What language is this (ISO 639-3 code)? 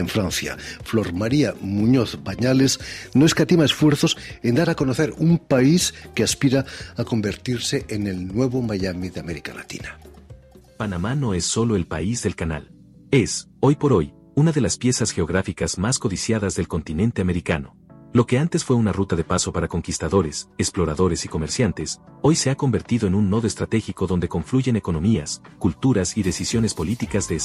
spa